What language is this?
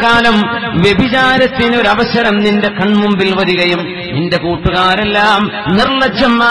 Malayalam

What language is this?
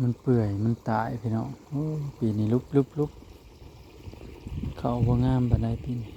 Northeastern Thai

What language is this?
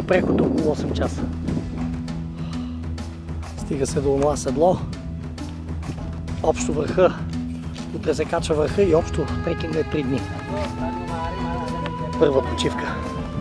Bulgarian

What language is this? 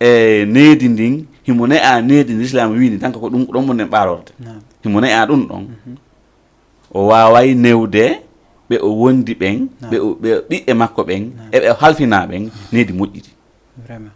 Fula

